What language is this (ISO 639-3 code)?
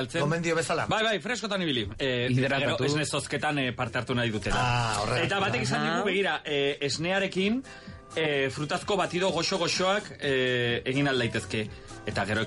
eus